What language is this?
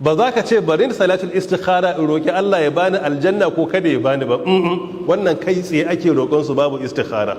Hausa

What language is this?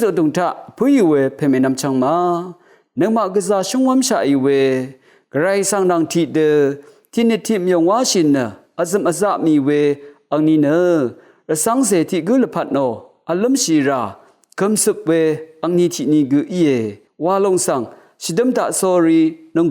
Rawang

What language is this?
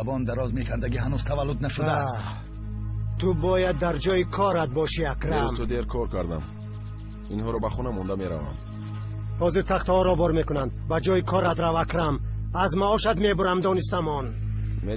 Tajik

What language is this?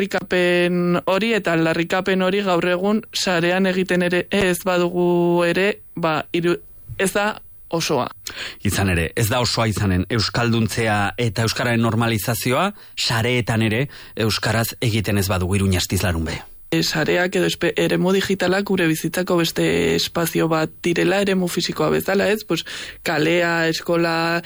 Basque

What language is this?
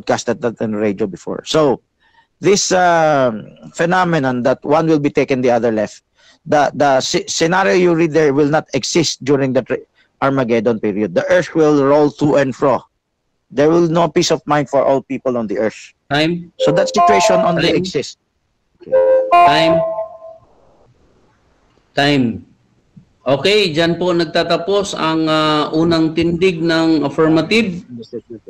Filipino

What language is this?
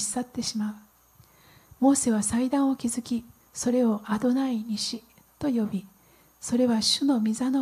Japanese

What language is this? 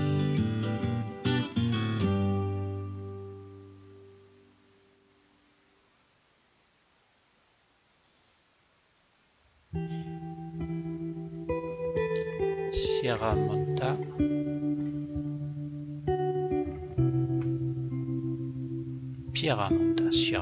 French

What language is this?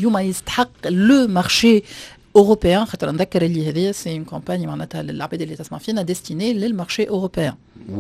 Tunisian Arabic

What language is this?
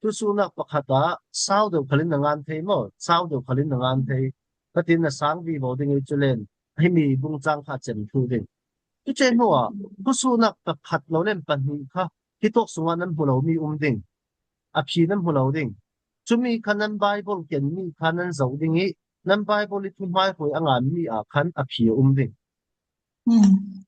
Falam Chin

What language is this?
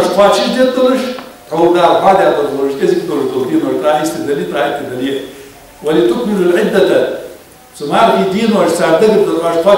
Ingush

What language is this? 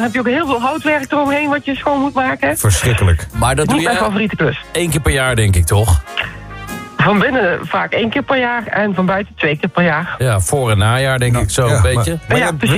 Dutch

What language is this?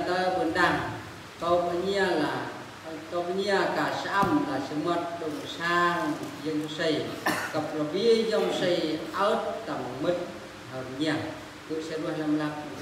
Eastern Bru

